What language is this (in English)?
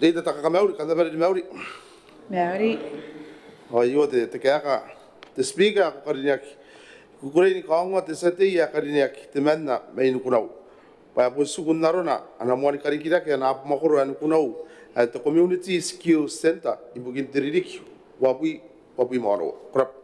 Gilbertese